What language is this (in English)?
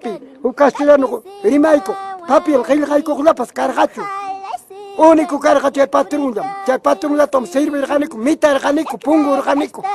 Ayacucho Quechua